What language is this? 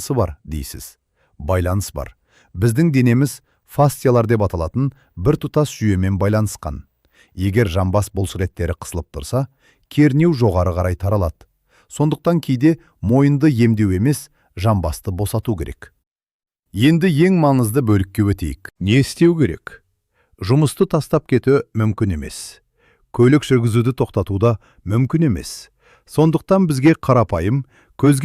Kazakh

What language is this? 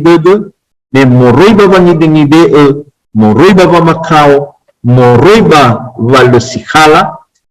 Nias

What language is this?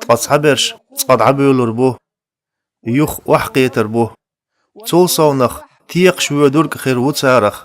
Chechen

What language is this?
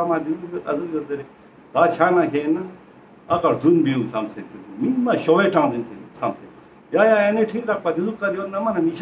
Ladakhi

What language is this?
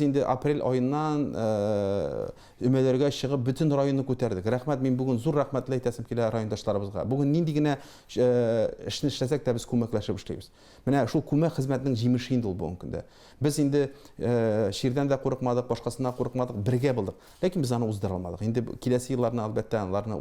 Tatar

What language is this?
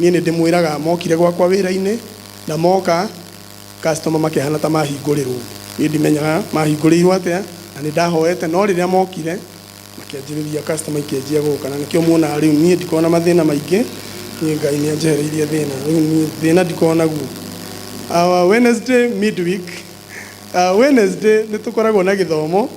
Kikuyu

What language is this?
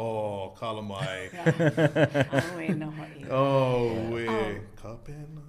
Hawaiian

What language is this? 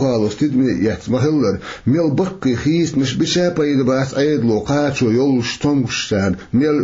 Chechen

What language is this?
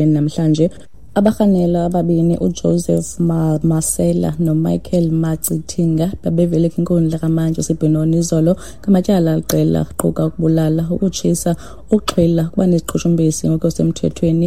Xhosa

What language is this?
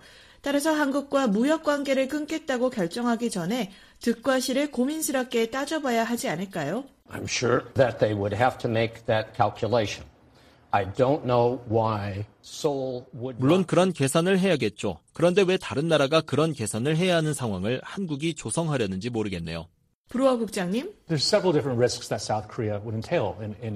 Korean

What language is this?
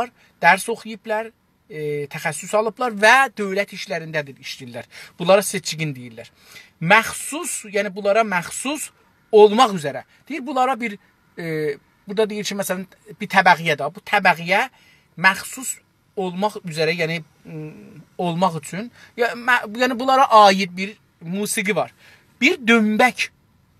South Azerbaijani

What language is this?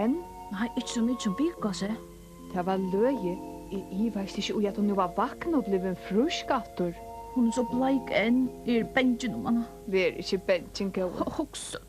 Faroese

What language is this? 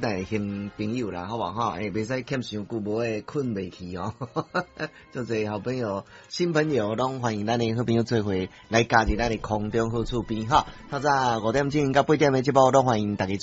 Min Nan Chinese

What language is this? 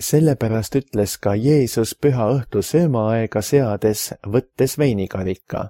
Estonian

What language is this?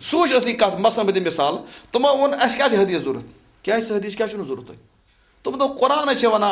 Kashmiri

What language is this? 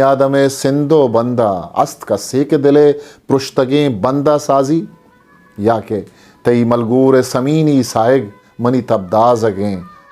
Eastern Balochi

